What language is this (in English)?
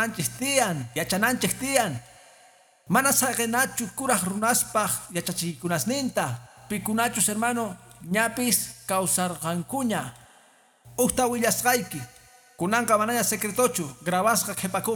Quechua